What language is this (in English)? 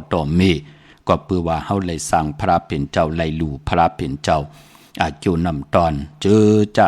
Shan